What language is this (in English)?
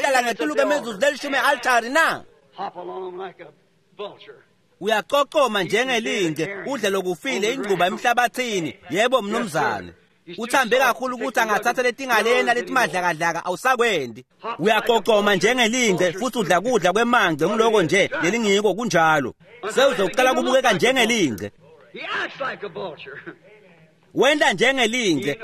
Swati